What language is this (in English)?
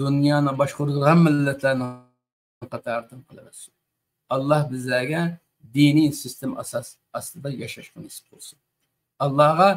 Uyghur